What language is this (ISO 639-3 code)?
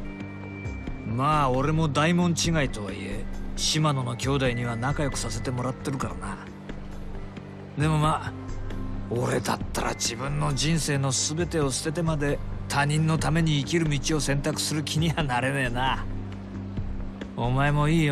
jpn